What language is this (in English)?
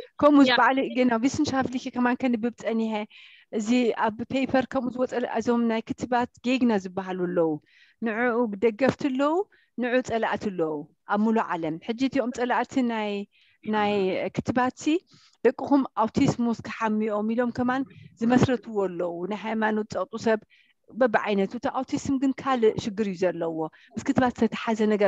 Tigrinya